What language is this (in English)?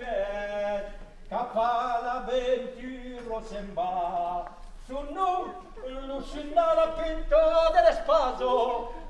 Occitan